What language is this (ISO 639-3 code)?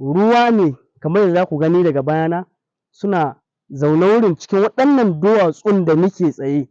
hau